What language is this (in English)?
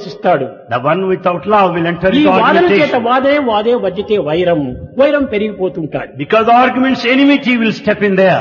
Telugu